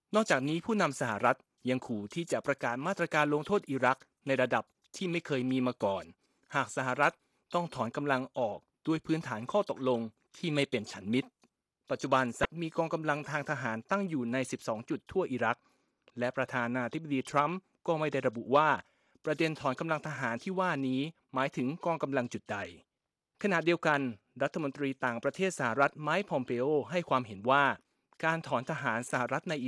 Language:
Thai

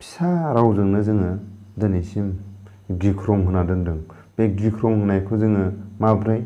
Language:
Bodo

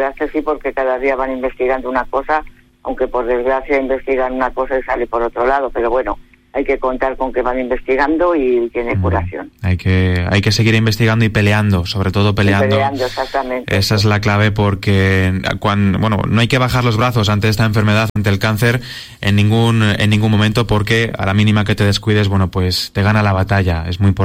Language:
Spanish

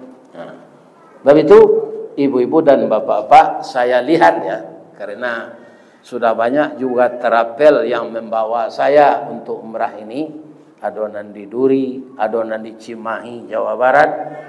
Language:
Minangkabau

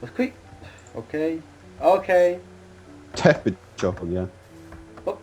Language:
Faroese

